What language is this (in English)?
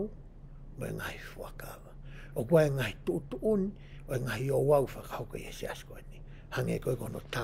Tongan